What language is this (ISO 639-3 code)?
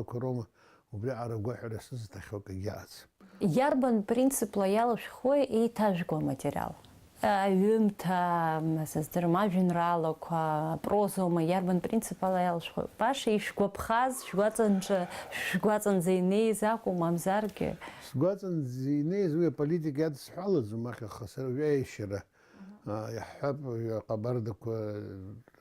abk